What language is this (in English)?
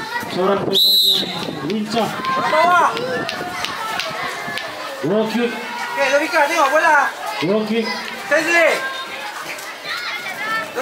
Malay